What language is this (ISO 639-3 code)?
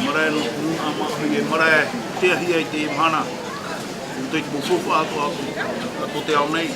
tah